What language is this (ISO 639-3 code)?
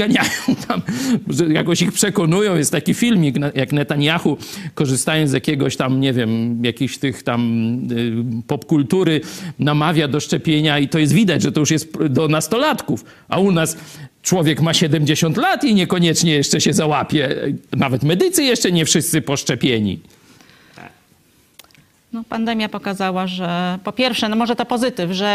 pol